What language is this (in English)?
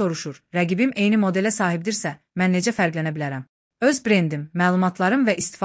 Azerbaijani